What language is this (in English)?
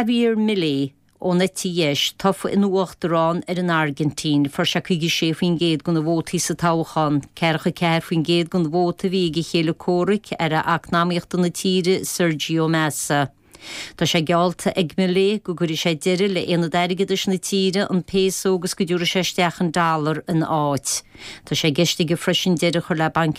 Irish